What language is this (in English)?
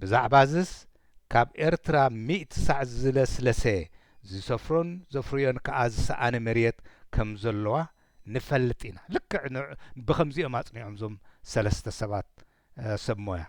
Tigrinya